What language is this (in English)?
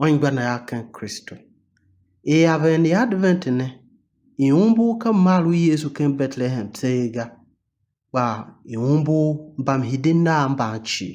Tiv